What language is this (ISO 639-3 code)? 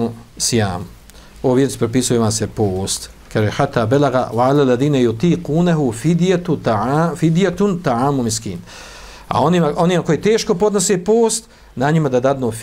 bos